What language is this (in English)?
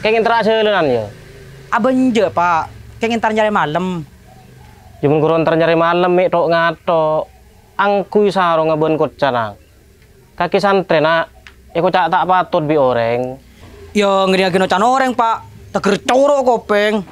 Madurese